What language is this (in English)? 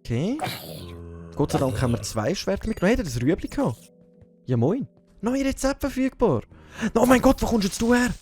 Swiss German